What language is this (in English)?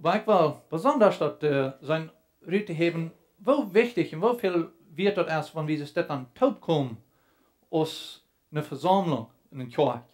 Plautdietsch